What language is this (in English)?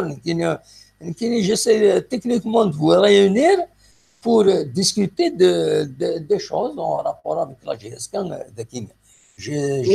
Kabyle